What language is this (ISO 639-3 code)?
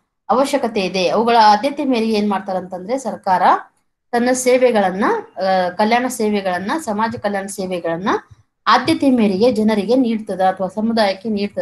kan